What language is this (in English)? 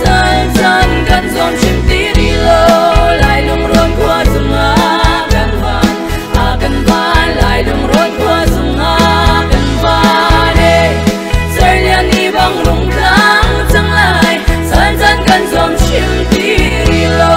Hakha Chin